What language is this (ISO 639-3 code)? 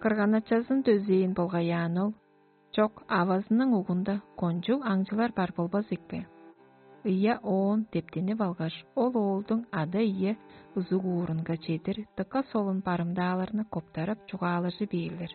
tyv